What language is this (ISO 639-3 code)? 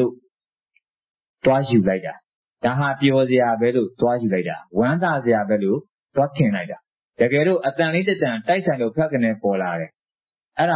mya